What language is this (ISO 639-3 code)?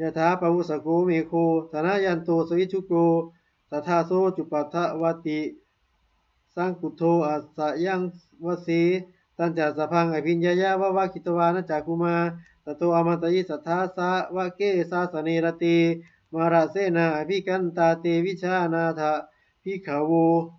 pli